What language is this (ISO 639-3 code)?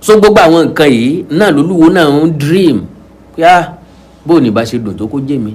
yor